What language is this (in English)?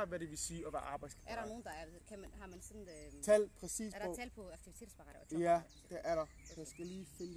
Danish